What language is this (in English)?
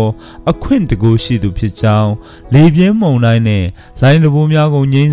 Burmese